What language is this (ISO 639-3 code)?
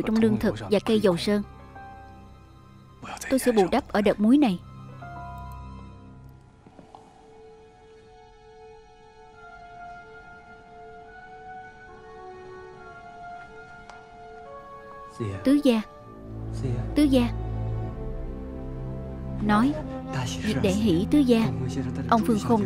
vie